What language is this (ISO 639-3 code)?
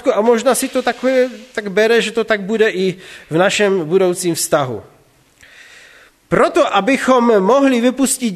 ces